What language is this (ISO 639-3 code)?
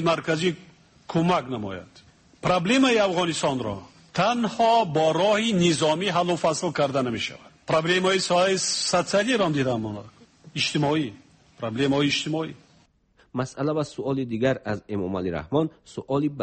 fas